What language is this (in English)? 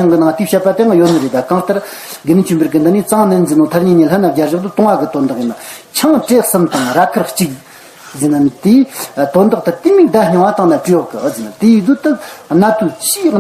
Amdo Tibetan